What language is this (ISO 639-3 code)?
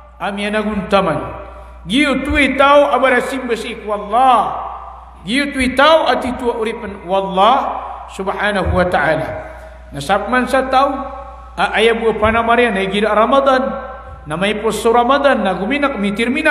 mrw